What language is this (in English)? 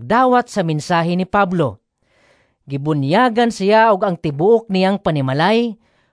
Cebuano